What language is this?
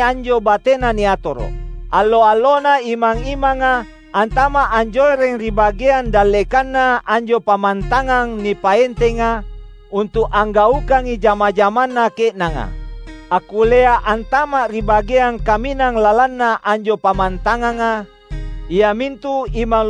Makasar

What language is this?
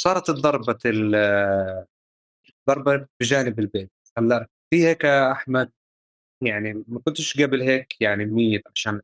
North Levantine Arabic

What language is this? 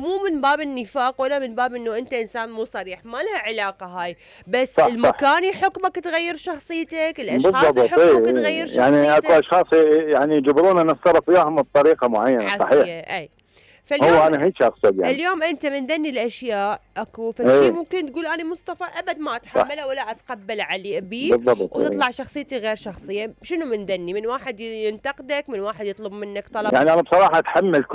Mesopotamian Arabic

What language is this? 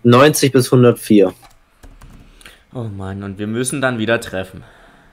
German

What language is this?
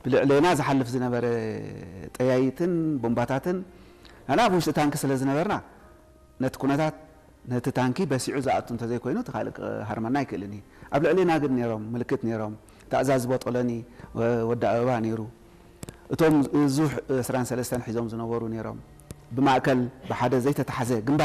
Tigrinya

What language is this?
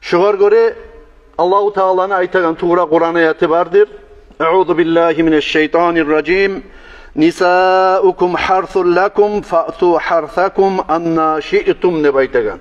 Kumyk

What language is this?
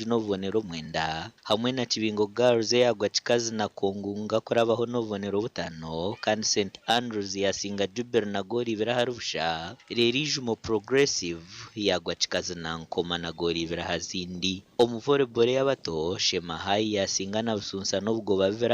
Nyankole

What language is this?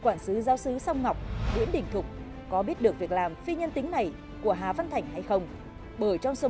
Vietnamese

